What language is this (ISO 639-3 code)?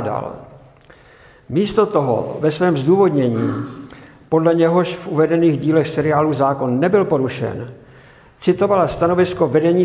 ces